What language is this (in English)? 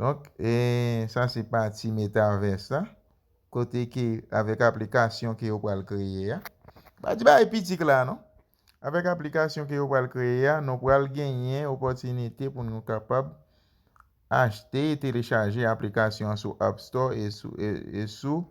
Haitian Creole